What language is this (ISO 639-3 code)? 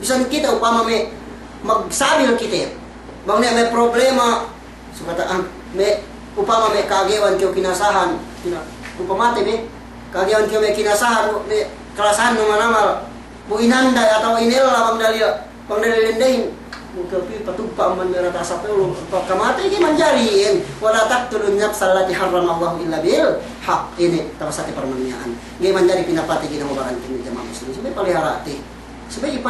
yka